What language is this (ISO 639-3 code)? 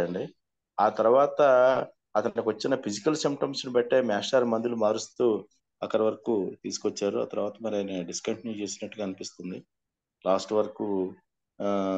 tel